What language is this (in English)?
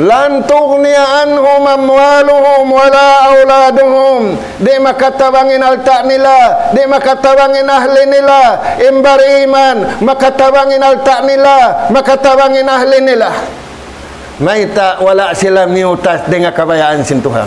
Tausug